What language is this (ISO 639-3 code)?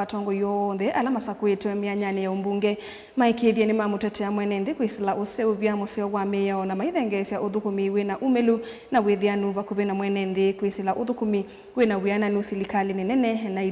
kam